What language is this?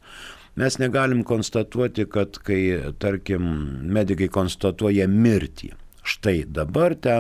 Lithuanian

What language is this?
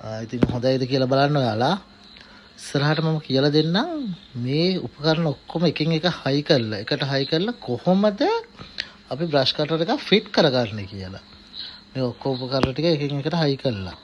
Sinhala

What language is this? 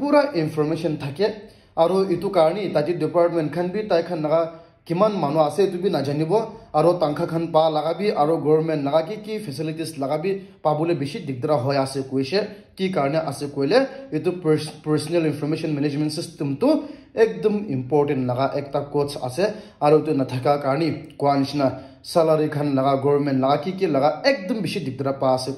Naga Pidgin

